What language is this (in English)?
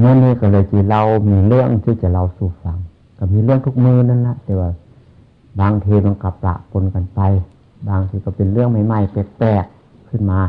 Northeastern Thai